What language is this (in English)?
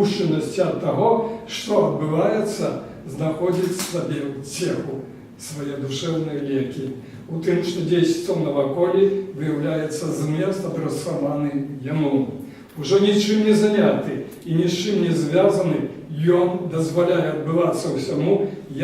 Belarusian